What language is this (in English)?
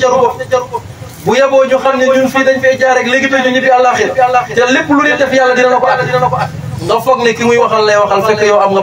Wolof